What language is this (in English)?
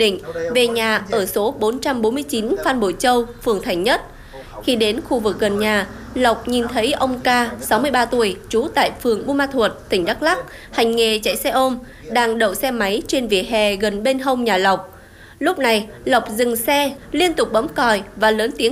Vietnamese